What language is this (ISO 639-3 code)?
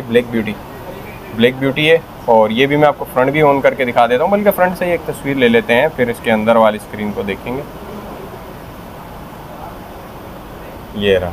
hin